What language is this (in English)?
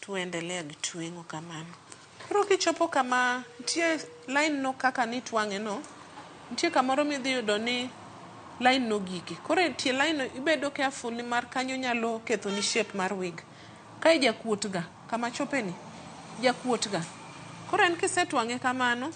Luo (Kenya and Tanzania)